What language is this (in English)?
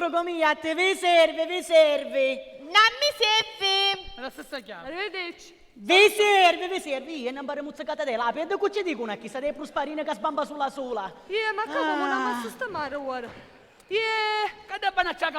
Sicilian